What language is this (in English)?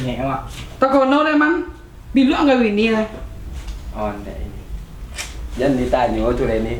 Minangkabau